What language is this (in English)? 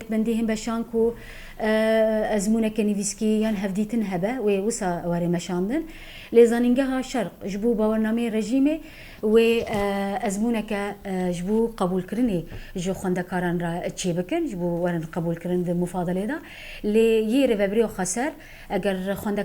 Kurdish